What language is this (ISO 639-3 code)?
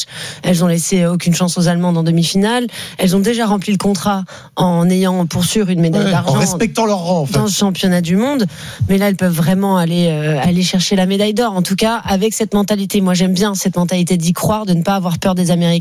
fra